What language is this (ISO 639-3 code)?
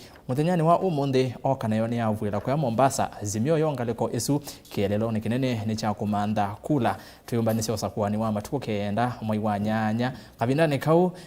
kam